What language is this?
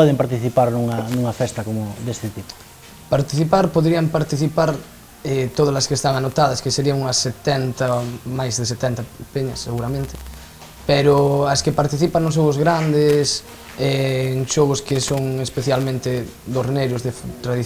Galician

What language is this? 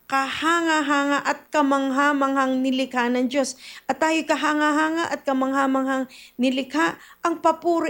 Filipino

